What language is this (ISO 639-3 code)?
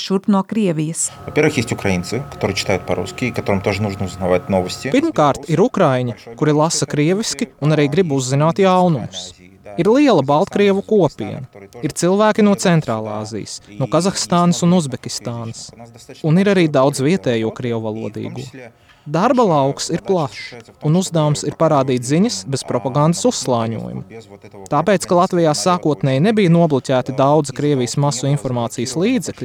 lav